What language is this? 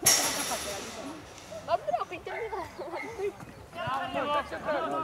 Romanian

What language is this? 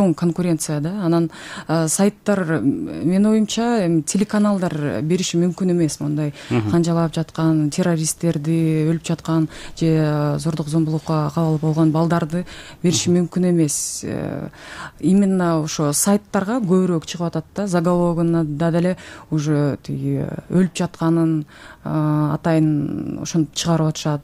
Kyrgyz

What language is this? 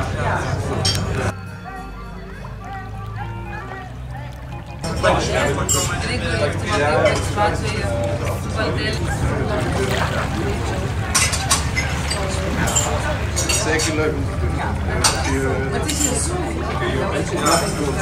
Dutch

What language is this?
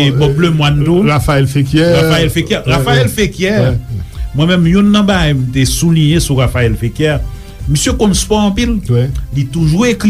Haitian Creole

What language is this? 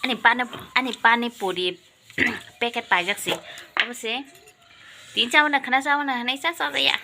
Kok Borok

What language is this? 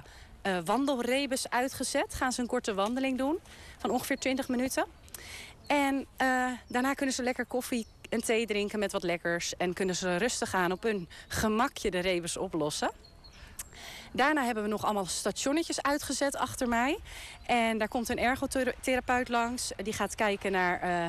Dutch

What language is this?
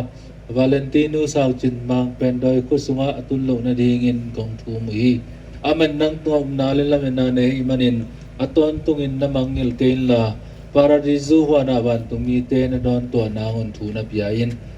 Tedim Chin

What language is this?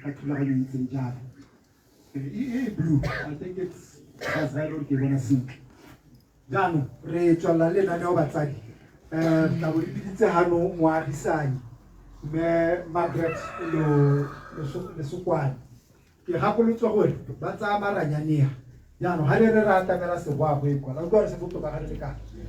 Tswana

